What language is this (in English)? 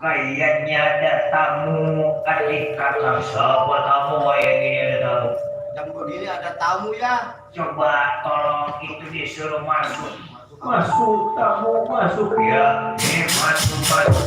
Betawi